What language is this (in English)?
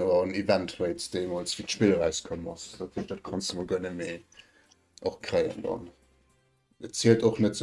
Luxembourgish